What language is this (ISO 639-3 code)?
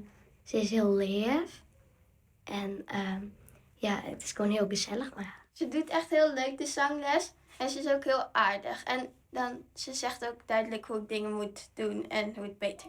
fry